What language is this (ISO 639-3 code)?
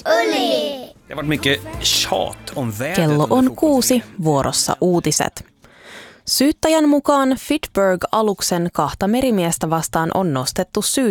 fin